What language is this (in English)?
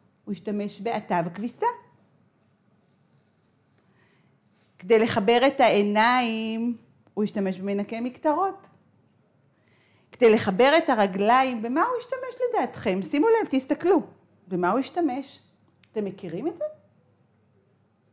Hebrew